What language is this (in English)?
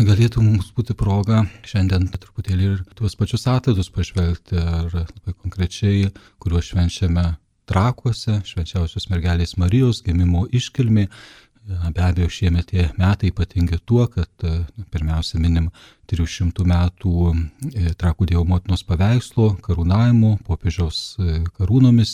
Lithuanian